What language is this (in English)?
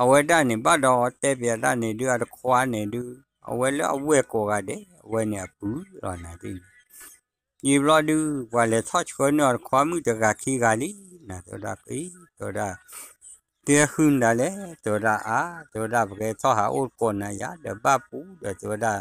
S'gaw Karen